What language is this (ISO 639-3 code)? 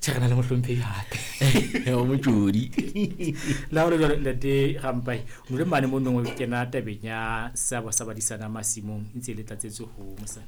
sot